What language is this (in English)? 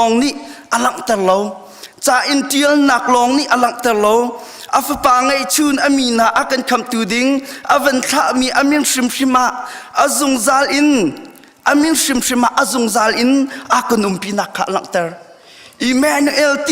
Hakha Chin